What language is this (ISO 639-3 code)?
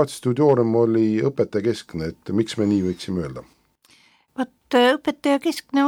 est